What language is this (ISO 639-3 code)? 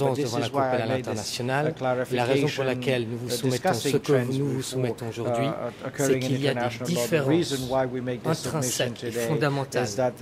fra